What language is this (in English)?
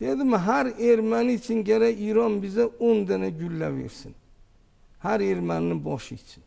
Azerbaijani